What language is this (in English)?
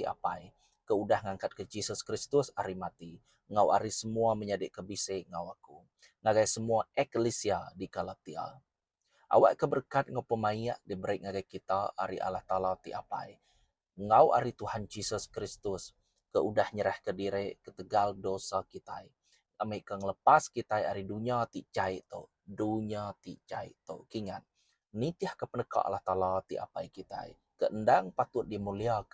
Iban